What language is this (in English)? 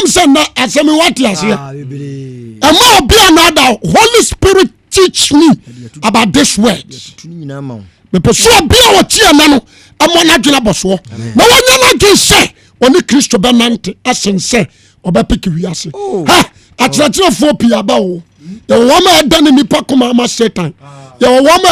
Akan